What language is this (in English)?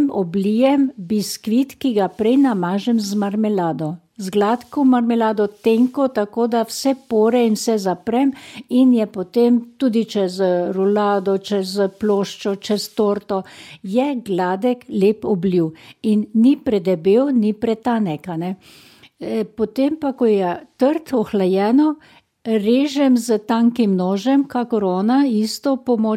Slovenian